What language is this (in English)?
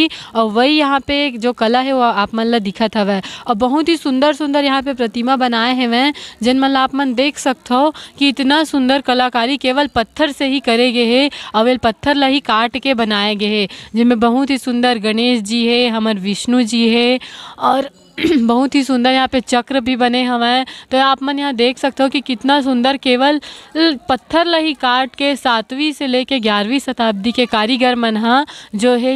Chhattisgarhi